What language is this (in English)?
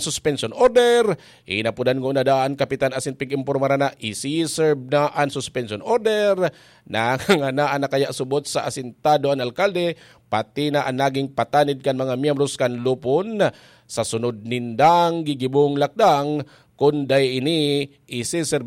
Bikol